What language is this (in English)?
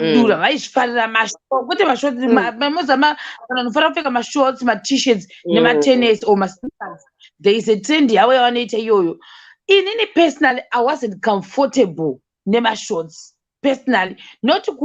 Shona